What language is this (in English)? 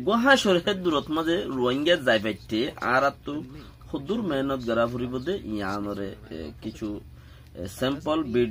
Rohingya